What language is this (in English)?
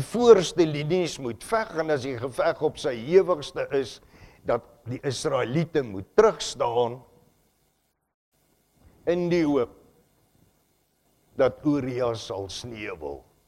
Afrikaans